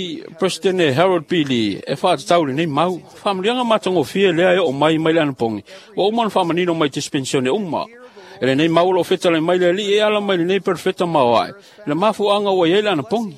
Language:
Samoan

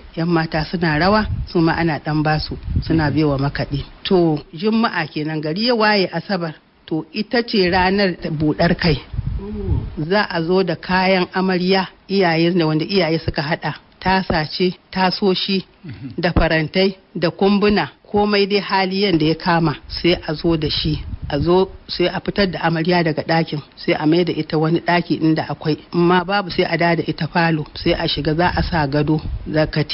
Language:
Hausa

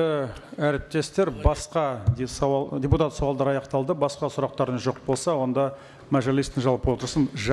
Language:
Kazakh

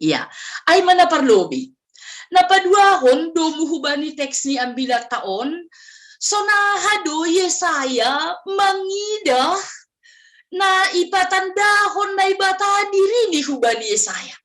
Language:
Batak Simalungun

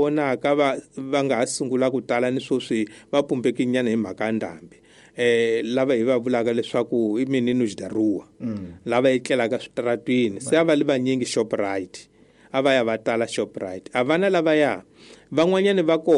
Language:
Tsonga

